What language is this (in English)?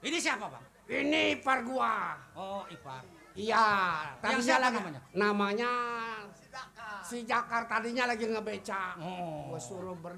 Betawi